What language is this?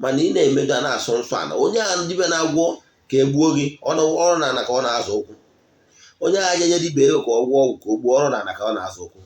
Igbo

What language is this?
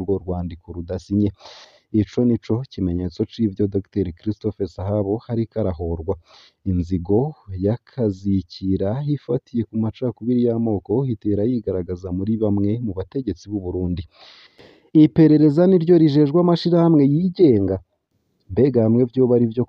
Rundi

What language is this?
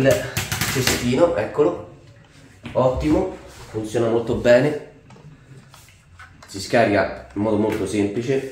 Italian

